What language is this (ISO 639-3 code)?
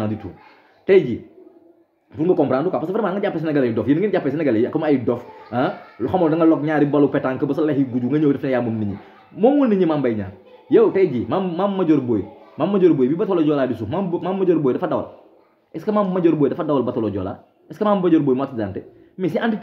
wol